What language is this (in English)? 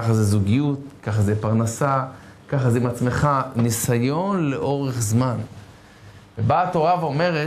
Hebrew